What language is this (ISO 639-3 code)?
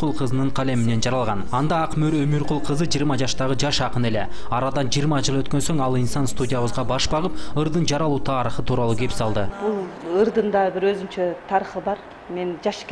kir